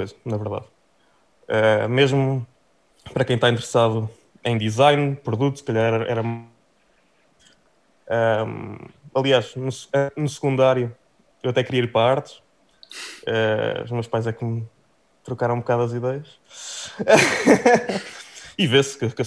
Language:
Portuguese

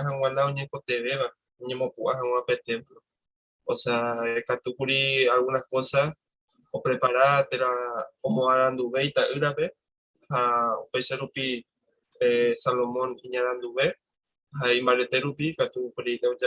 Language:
Guarani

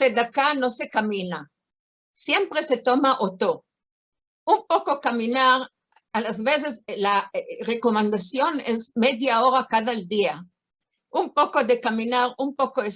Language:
Ladino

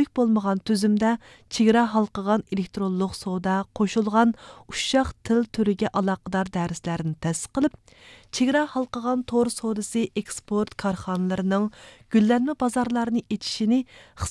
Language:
Uyghur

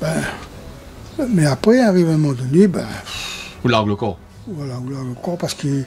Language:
Réunion Creole French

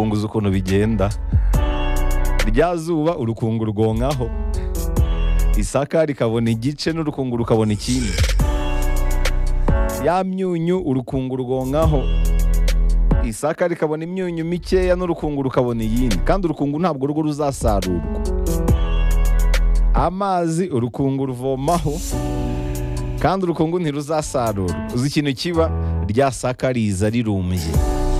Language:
Kinyarwanda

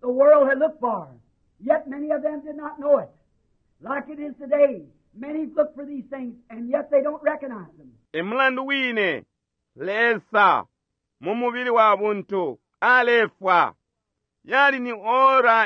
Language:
Bemba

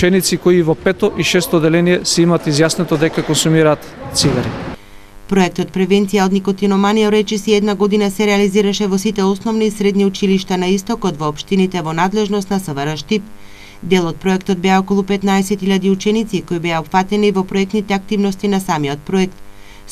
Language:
Macedonian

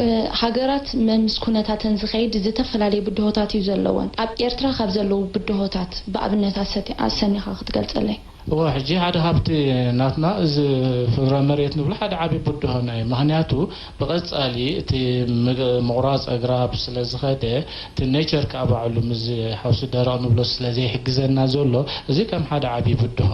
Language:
Tigrinya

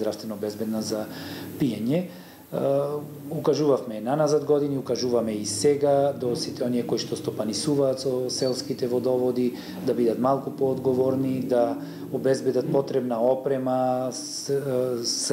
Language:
Macedonian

